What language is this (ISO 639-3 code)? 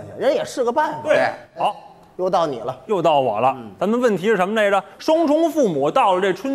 zho